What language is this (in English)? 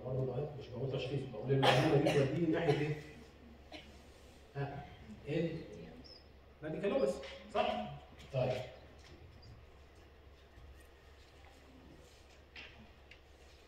Egyptian Arabic